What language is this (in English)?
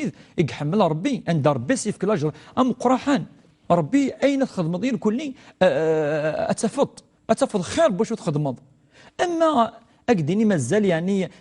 Kabyle